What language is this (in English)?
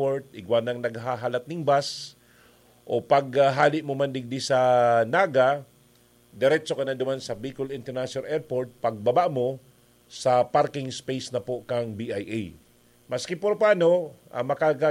Bikol